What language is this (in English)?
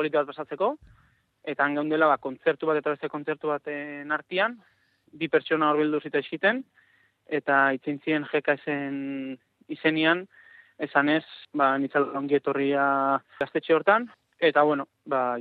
Basque